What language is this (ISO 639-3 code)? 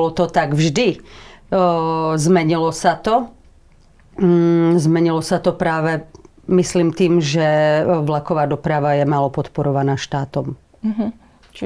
slk